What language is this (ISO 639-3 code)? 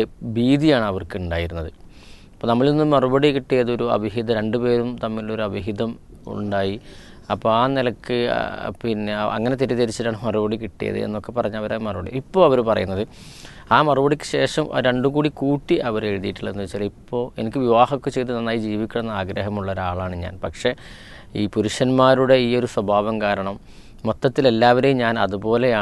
mal